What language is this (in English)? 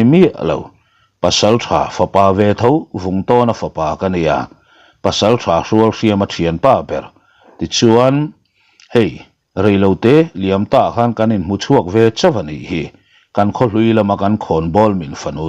Mizo